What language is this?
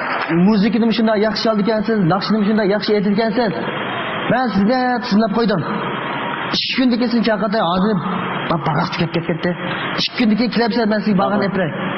Uyghur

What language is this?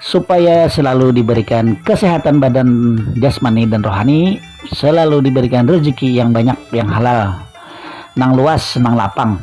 Banjar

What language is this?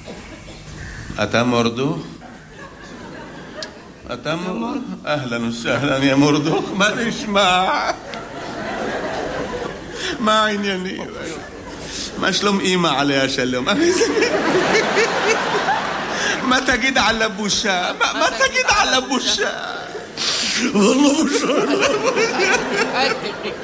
Hebrew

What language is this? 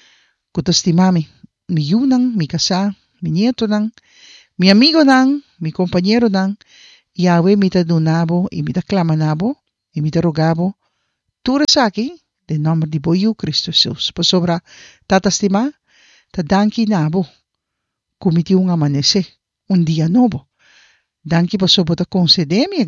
Papiamento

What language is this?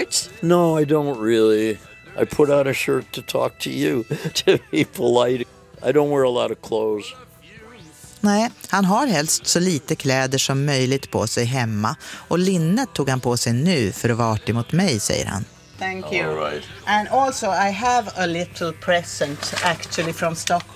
Swedish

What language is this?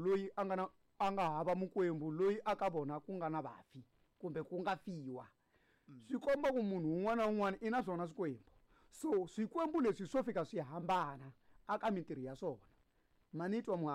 Tsonga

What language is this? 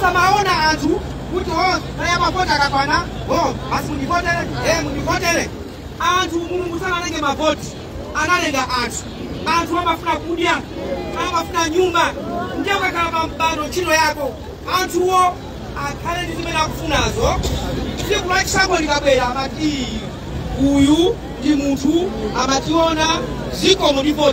Nyanja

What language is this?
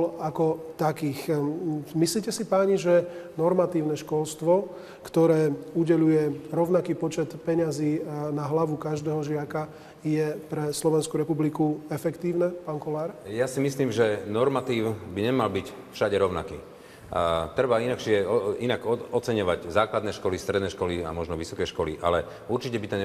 Slovak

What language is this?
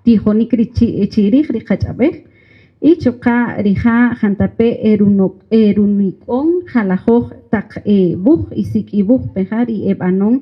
Kaqchikel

